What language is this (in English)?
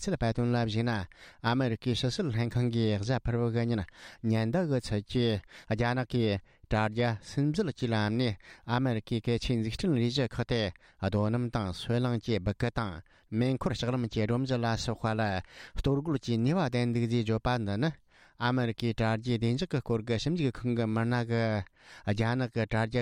Tibetan